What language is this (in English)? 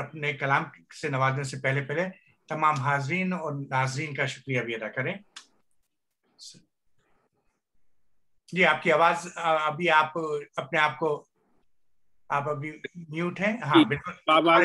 Urdu